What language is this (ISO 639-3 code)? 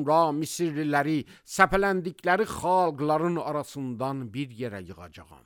aze